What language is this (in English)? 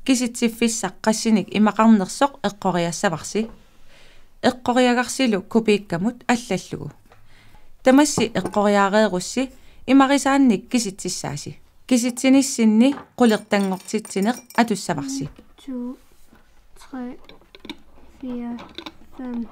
Kalaallisut